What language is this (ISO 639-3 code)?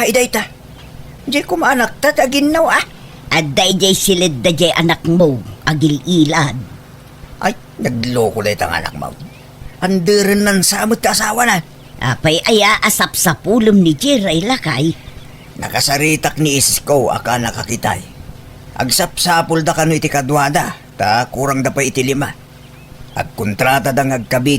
ilo